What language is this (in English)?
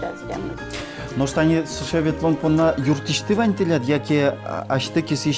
Udmurt